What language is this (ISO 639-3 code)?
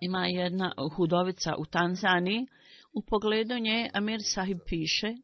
bos